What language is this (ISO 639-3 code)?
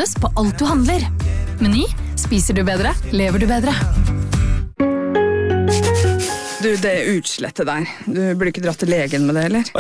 nor